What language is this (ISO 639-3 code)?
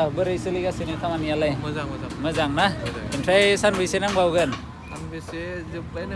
brx